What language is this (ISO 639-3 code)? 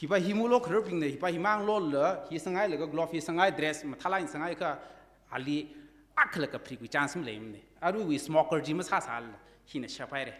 nmf